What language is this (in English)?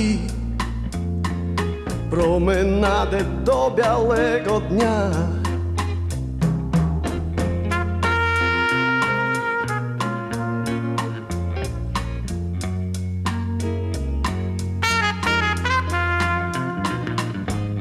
Polish